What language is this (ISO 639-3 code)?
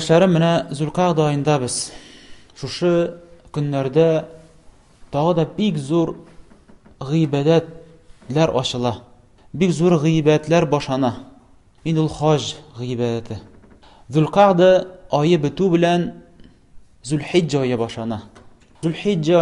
tat